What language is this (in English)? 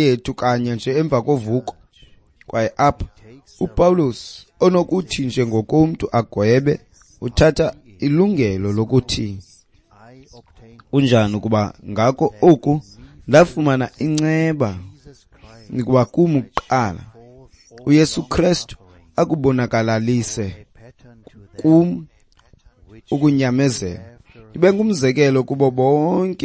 Xhosa